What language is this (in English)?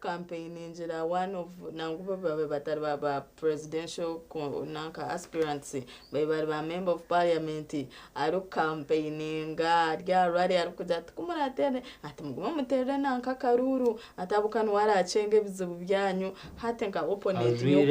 Nyankole